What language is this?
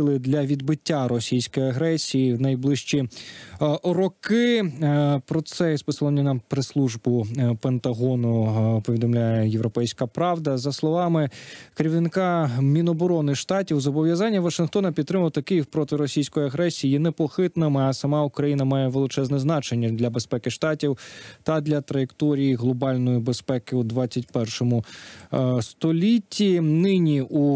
Ukrainian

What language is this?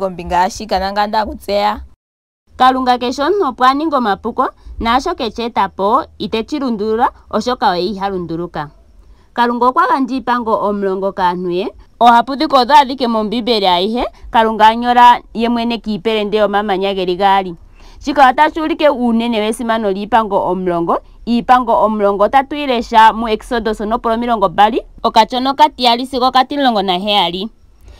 Ndonga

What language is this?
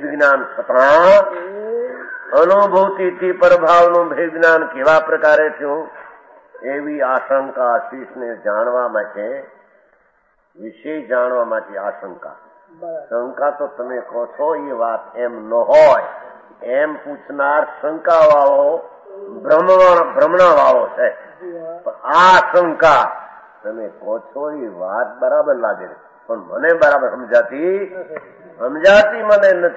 Gujarati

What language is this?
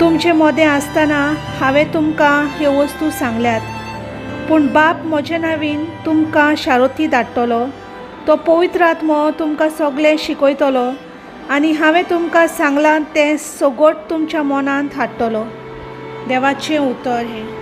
Konkani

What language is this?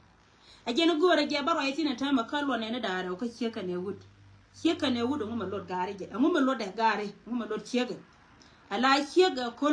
Nuer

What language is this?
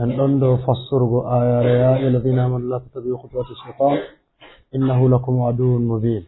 Fula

